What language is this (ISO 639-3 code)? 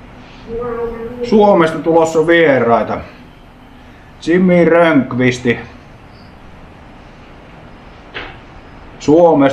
fin